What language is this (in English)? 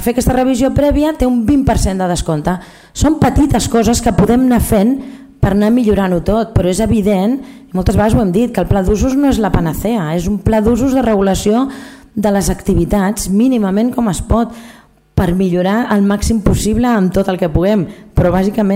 Catalan